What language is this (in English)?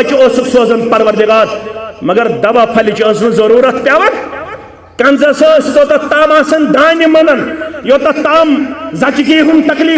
Kashmiri